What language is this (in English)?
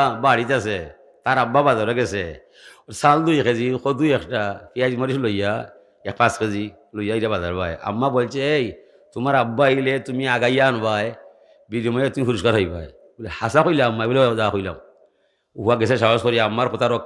Sylheti